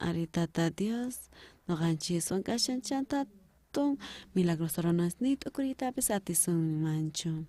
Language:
South Bolivian Quechua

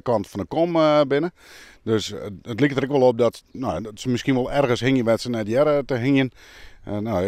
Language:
Western Frisian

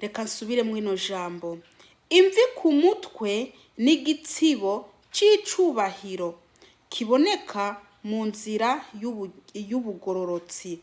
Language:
Rundi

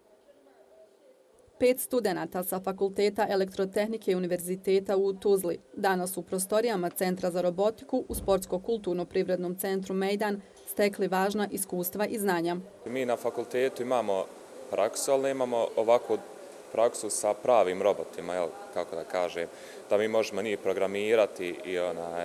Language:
Bosnian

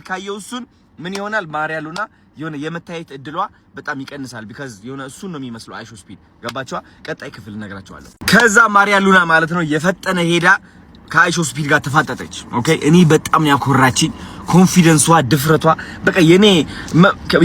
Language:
Amharic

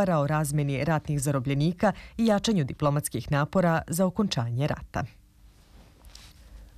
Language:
Serbian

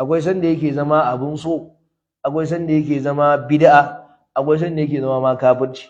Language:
Hausa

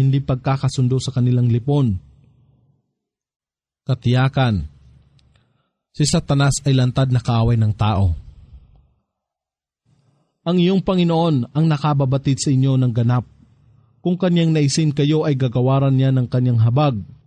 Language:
Filipino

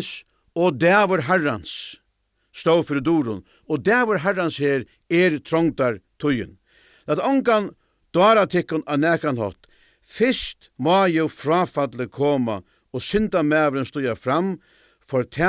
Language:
Faroese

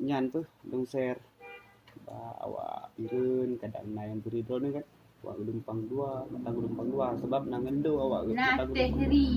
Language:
Achinese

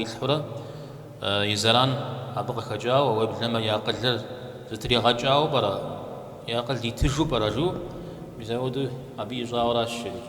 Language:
Kabardian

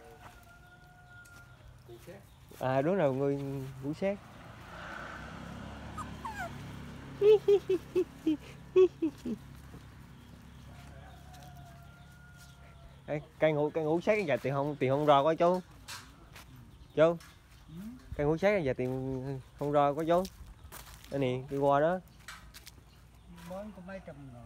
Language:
Vietnamese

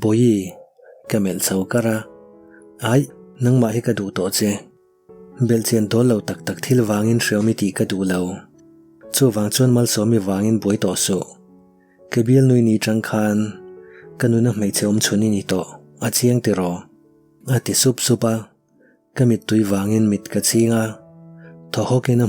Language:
Mizo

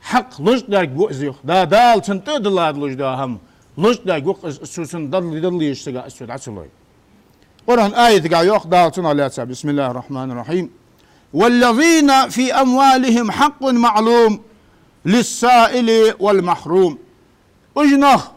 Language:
Ingush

